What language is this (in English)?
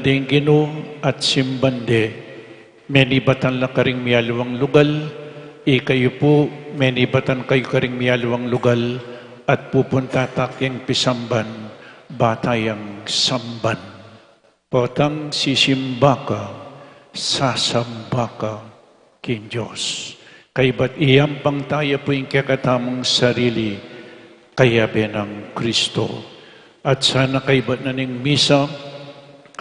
Pampanga